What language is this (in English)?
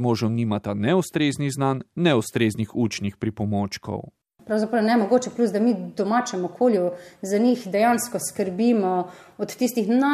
Slovenian